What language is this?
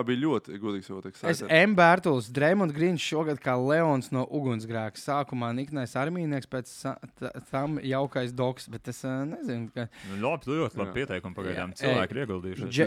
Latvian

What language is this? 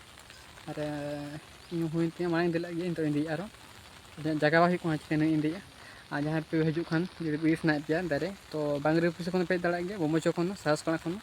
Santali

